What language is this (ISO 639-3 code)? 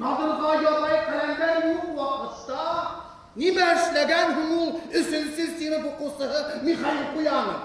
bak